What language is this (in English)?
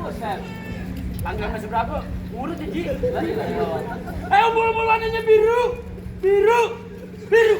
Betawi